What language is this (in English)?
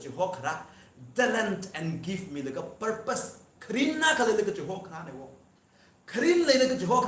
Tangkhul Naga (India)